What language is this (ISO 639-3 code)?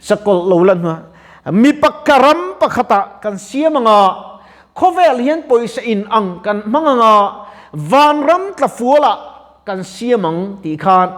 lus